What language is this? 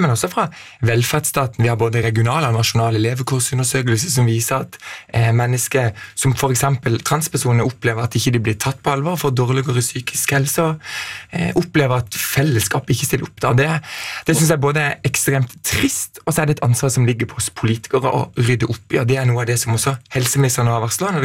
Norwegian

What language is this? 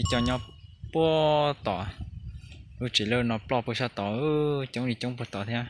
Hmong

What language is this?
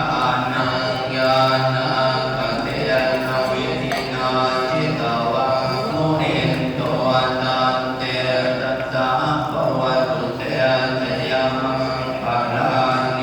Pali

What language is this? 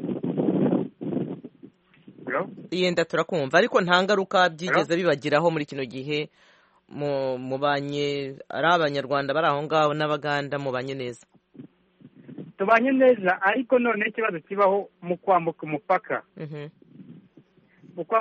Kinyarwanda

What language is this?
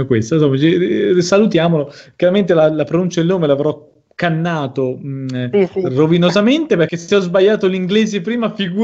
Italian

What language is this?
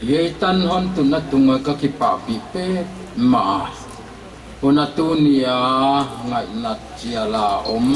Paite Chin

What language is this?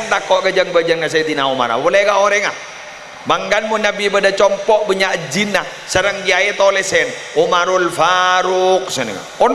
Madurese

